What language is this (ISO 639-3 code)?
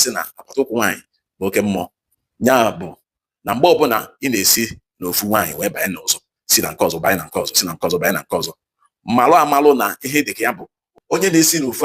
ibo